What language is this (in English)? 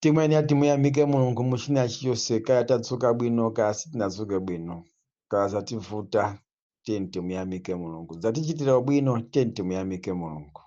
Nyanja